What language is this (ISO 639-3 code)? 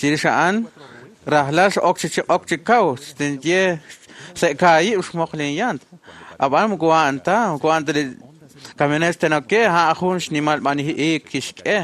kek